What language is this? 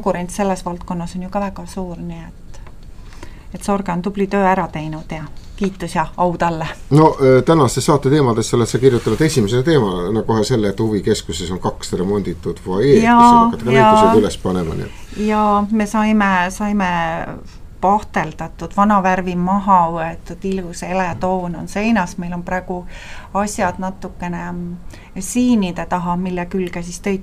Estonian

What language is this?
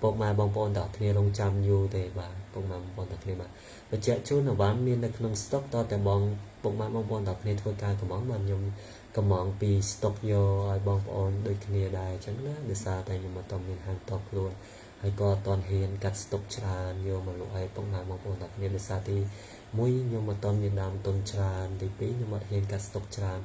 Khmer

